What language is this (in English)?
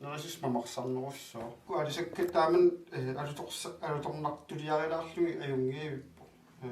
Kalaallisut